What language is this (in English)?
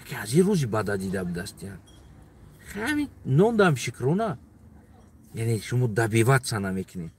Tajik